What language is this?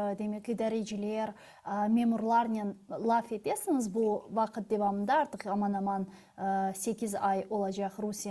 Crimean Tatar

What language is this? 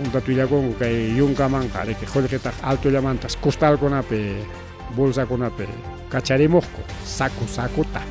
Ayacucho Quechua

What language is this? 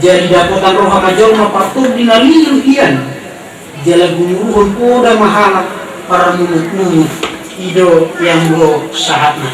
Batak Toba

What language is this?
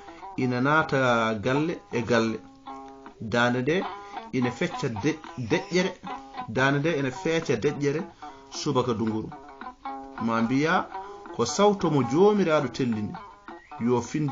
Fula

